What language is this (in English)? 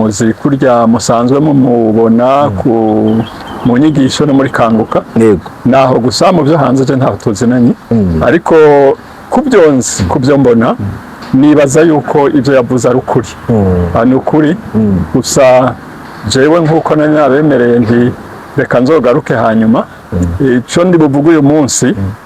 Rundi